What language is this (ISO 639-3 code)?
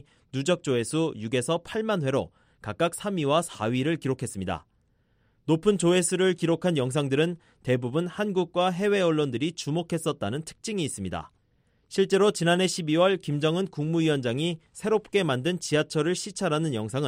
kor